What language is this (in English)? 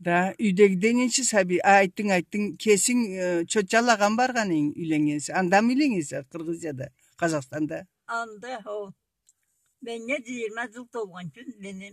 Karachay-Balkar